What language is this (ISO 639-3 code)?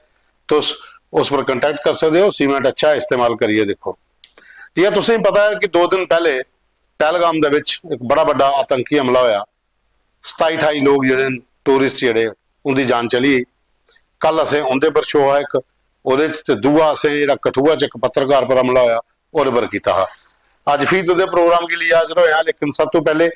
doi